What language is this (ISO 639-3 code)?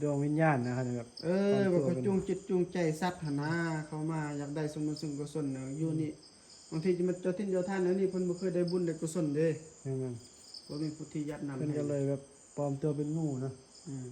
tts